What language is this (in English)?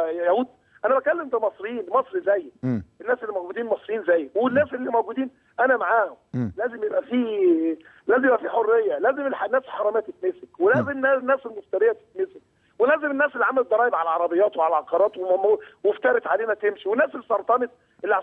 Egyptian Arabic